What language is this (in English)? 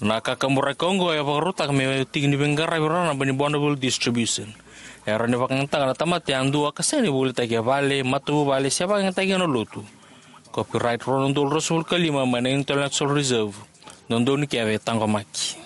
Fijian